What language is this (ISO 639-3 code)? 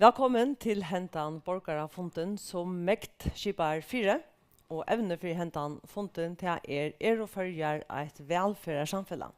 fao